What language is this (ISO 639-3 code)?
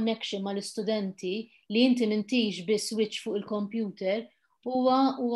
mlt